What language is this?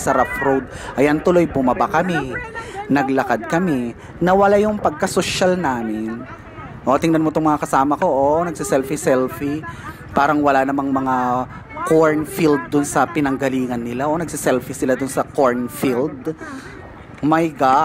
Filipino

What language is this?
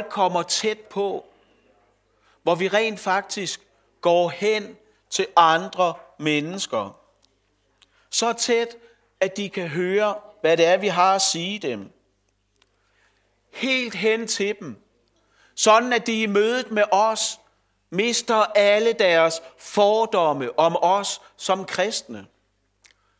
Danish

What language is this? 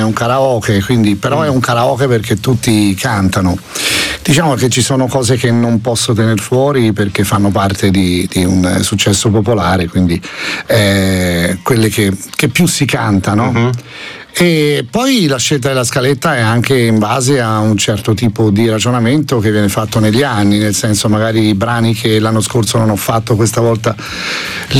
Italian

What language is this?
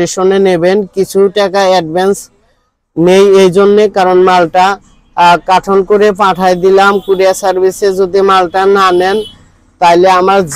Bangla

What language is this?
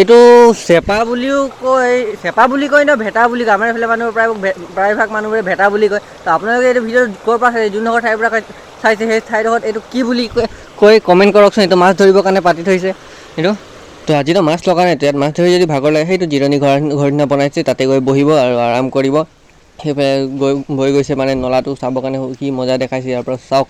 Assamese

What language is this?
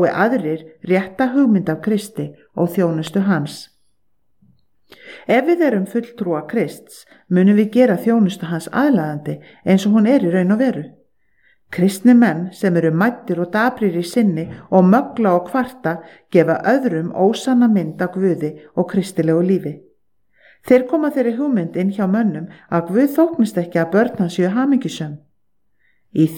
Icelandic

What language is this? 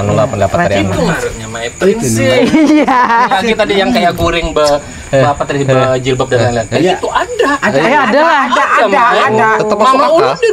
Banjar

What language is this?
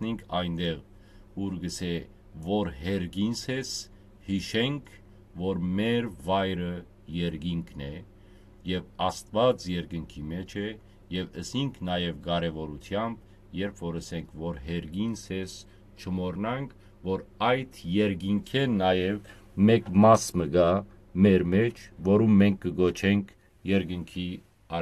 Western Armenian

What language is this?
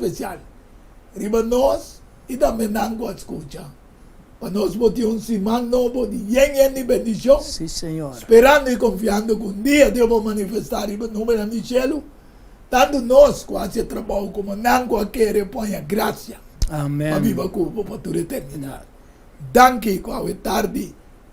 Papiamento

